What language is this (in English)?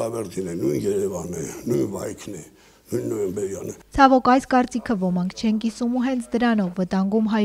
Armenian